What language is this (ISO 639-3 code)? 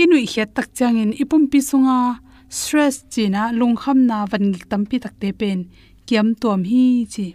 ctd